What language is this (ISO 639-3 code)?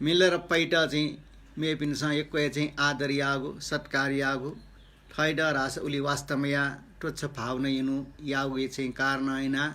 new